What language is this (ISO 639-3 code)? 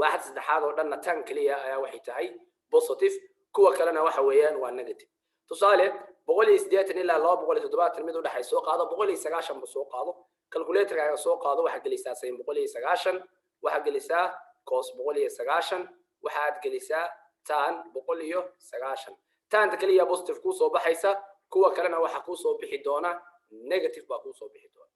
som